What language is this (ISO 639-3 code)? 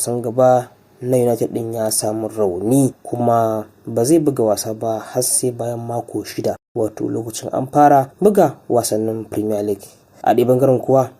hau